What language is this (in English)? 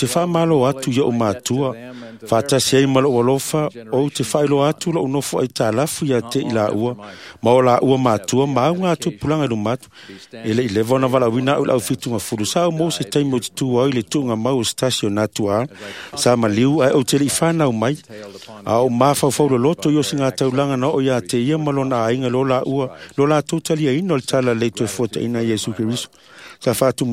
Samoan